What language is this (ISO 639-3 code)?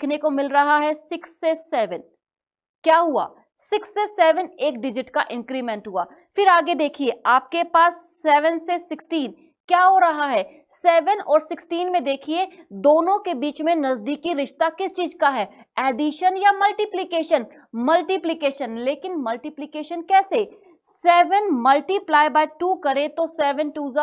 hin